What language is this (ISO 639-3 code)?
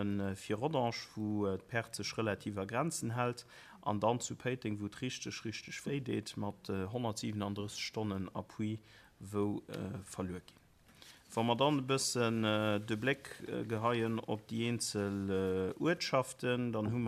ltz